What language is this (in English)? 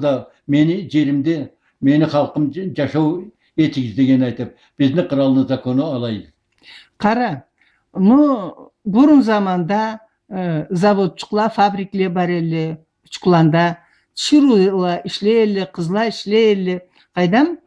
Karachay-Balkar